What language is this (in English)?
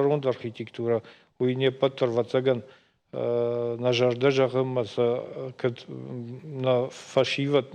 Ossetic